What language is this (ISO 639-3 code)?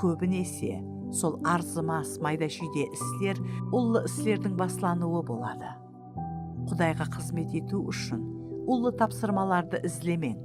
kaa